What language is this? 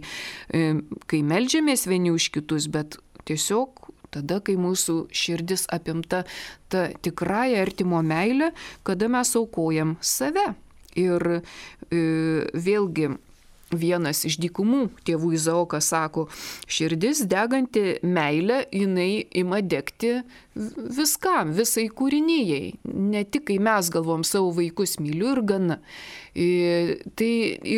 Lithuanian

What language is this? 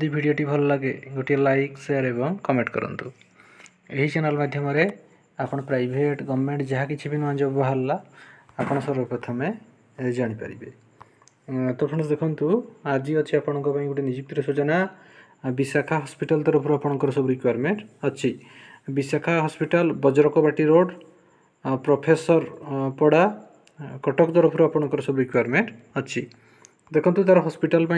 Odia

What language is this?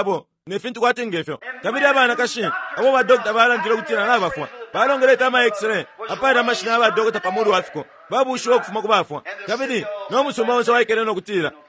Bemba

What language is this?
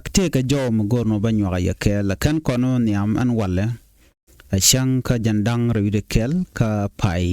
Nuer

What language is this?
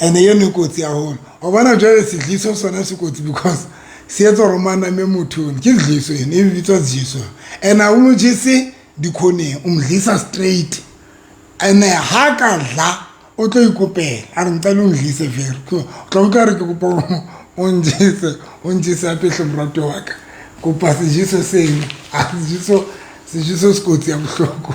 Southern Sotho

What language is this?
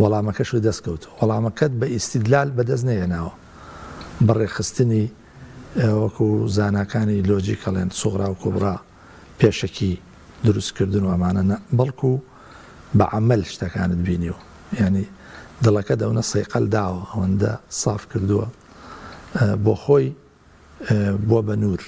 Central Kurdish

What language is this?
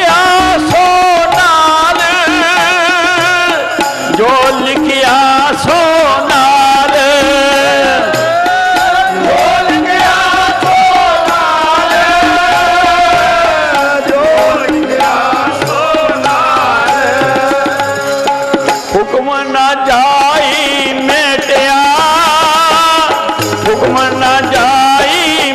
Punjabi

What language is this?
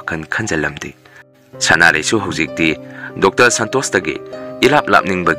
Manipuri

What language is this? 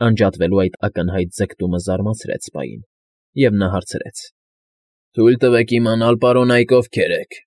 Armenian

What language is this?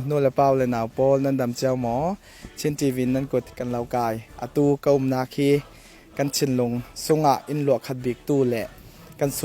Falam Chin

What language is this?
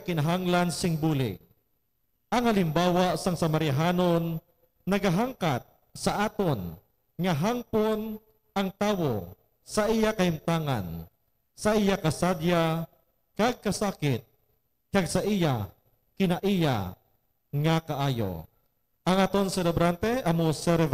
Hiligaynon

